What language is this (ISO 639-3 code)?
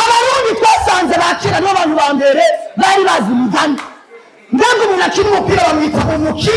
run